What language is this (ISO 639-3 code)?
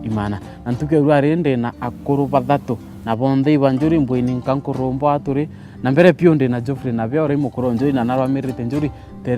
mer